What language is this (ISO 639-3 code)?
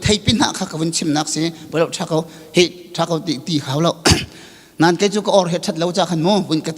cnh